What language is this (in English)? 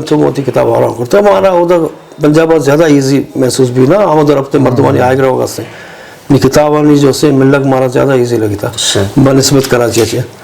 Eastern Balochi